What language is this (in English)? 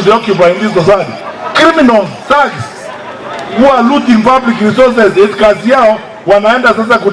Gusii